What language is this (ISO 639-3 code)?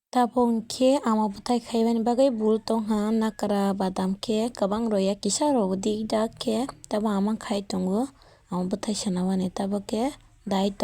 trp